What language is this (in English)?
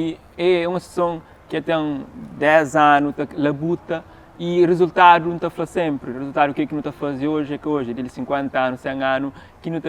Kabuverdianu